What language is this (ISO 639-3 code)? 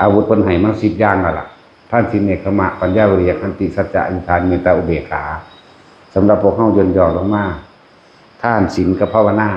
tts